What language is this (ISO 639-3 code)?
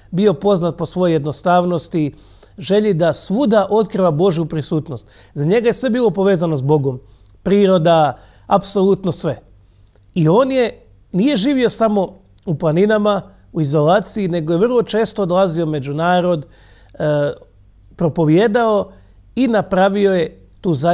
hrv